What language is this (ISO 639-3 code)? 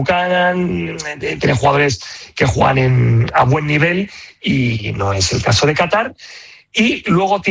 spa